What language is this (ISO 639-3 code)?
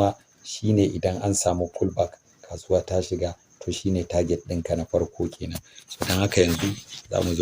hau